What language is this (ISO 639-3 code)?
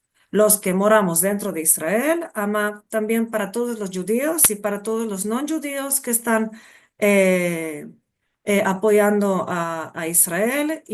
lad